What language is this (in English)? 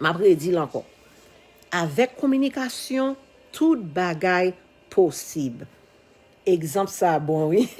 Haitian Creole